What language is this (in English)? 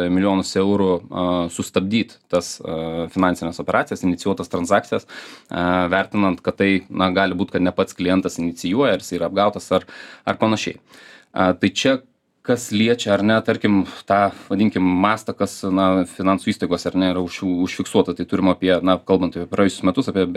Lithuanian